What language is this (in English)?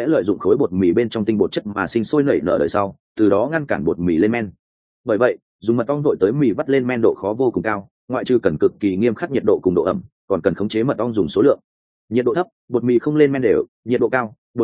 Vietnamese